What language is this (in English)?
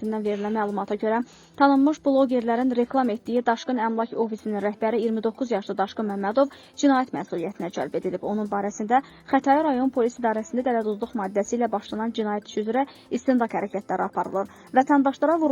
Azerbaijani